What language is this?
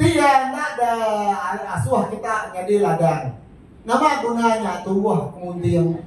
Iban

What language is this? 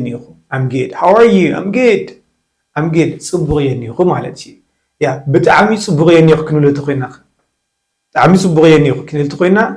Tigrinya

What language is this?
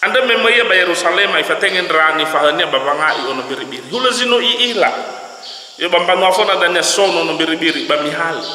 Nias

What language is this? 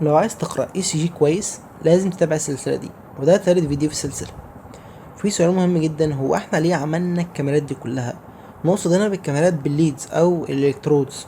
Egyptian Arabic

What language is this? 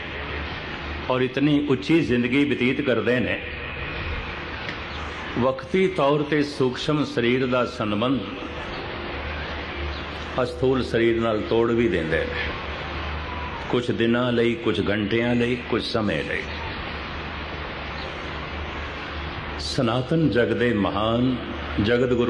Punjabi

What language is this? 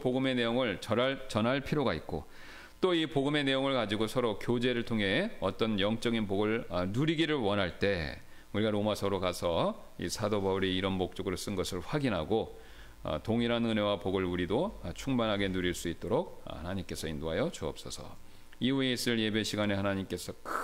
Korean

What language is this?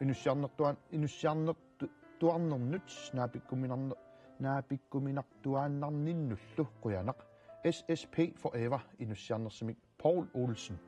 Kalaallisut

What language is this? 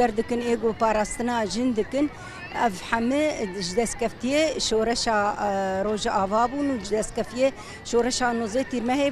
Kurdish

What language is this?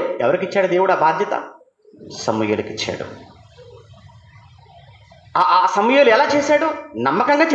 Telugu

